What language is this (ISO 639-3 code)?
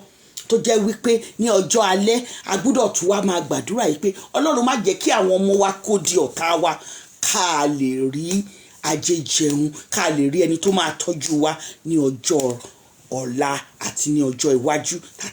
yor